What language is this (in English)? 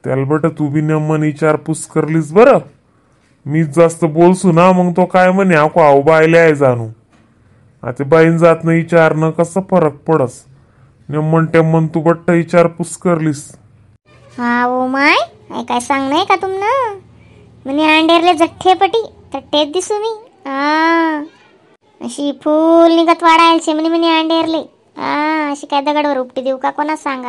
Khandesi